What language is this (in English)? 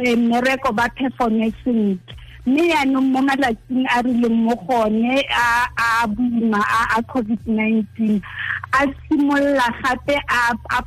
Tswana